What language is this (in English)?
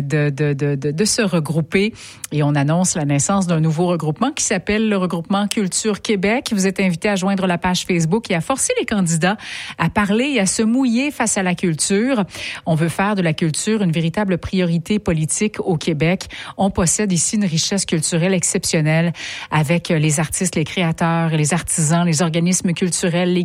French